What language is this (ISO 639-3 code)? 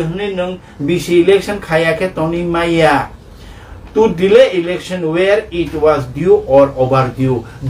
trp